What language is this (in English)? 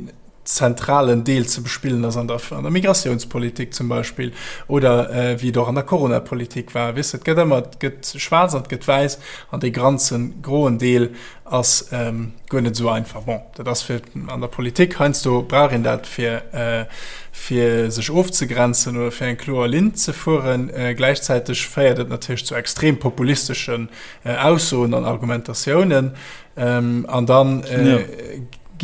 Luxembourgish